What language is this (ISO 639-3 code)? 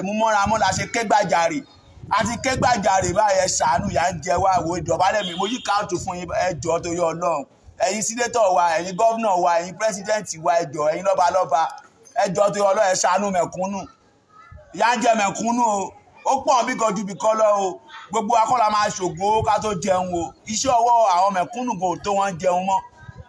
yor